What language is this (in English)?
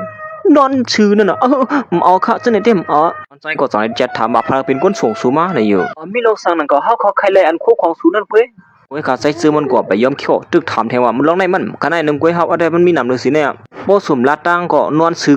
Shan